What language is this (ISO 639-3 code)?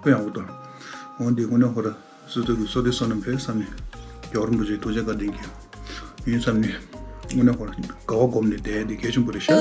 bod